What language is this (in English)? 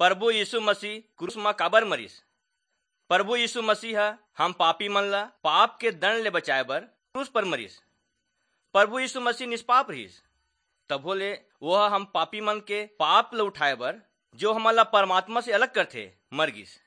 Chhattisgarhi